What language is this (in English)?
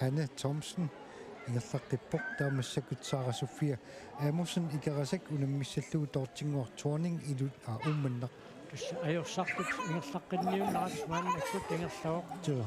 Kalaallisut